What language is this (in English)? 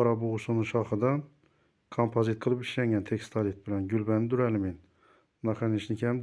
Uzbek